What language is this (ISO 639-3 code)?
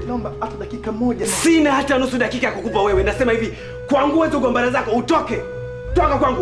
swa